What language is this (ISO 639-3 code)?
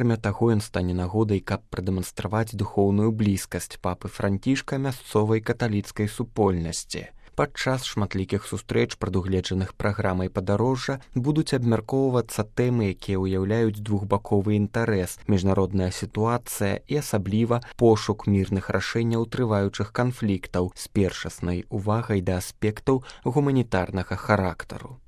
bel